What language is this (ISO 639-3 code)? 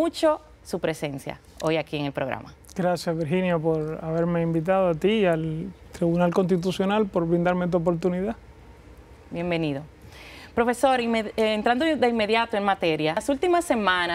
spa